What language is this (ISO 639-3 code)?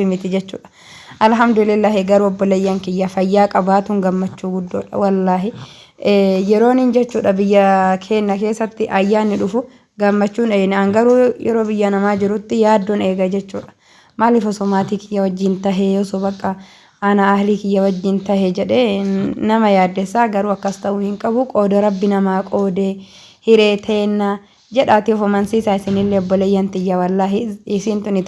orm